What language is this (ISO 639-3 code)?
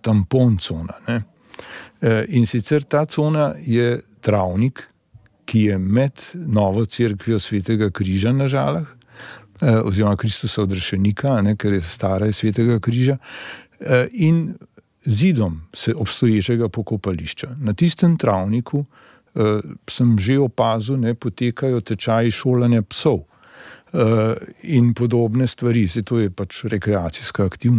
slv